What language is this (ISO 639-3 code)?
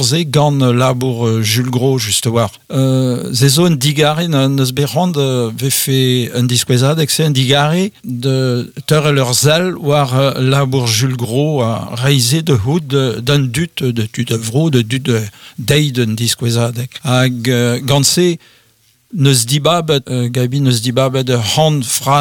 bre